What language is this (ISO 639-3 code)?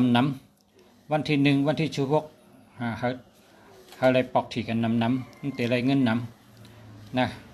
shn